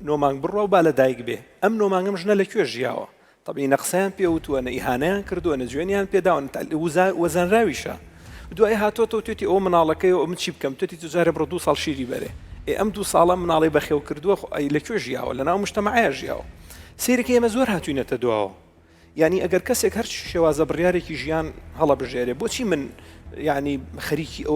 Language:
Central Kurdish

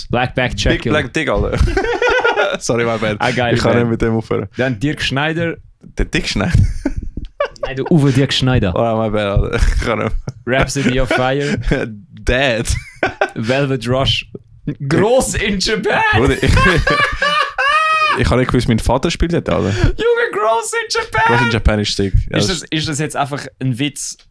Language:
Swiss German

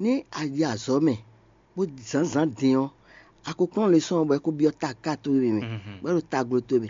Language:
Fon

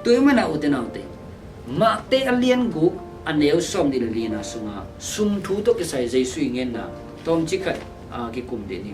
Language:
Tedim Chin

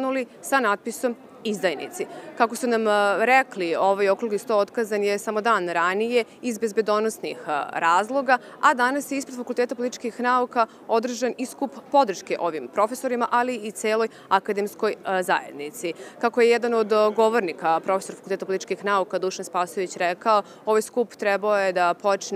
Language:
Serbian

